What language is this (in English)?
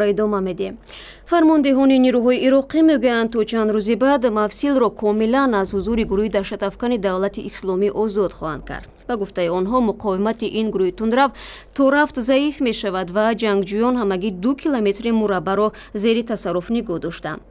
Tajik